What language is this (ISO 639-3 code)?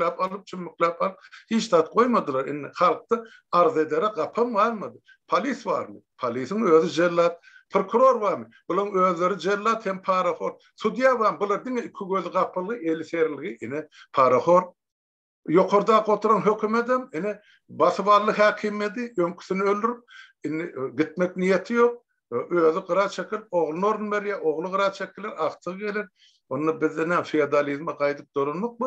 tuk